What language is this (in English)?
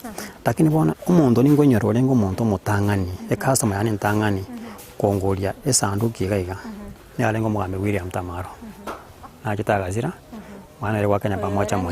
Gusii